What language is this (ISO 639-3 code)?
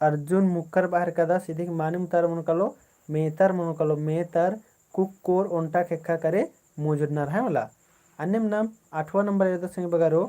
kru